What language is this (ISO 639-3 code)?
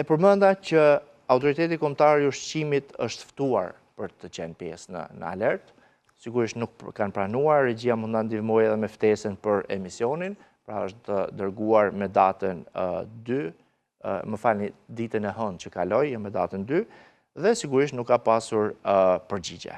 sqi